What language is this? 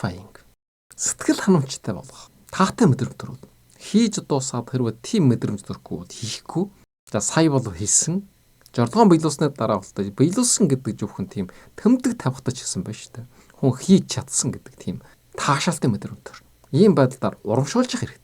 Mongolian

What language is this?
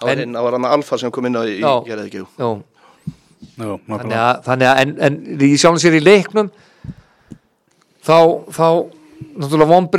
Icelandic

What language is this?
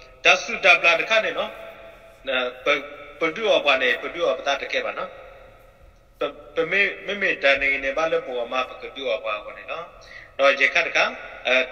S'gaw Karen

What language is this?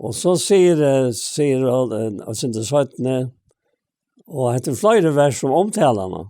Faroese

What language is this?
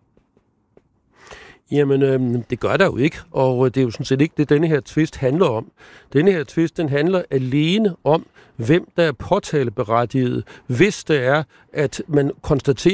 Danish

